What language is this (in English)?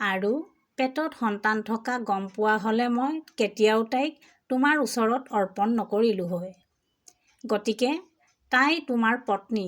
Assamese